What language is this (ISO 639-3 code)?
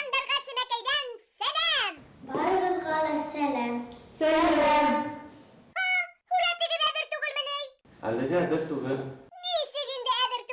bak